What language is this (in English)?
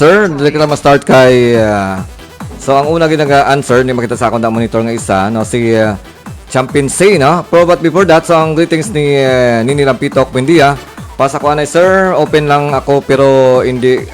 Hiligaynon